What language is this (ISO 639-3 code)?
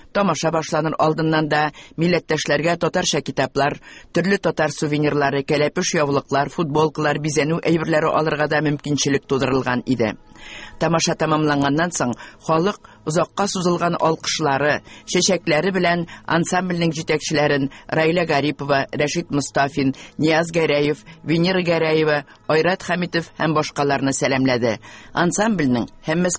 tat